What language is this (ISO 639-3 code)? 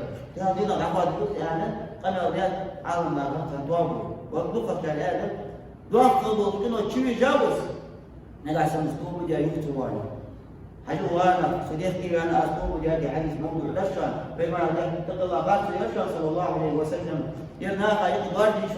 inh